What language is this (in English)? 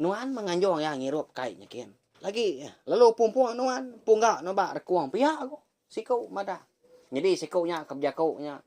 Iban